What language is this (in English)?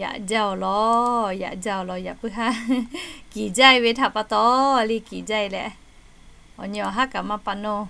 Lahu